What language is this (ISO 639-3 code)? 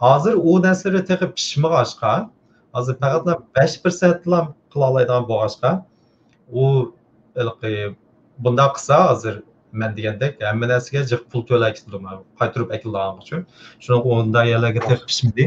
uig